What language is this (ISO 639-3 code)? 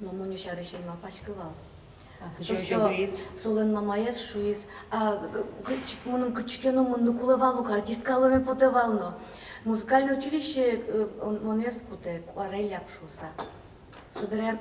udm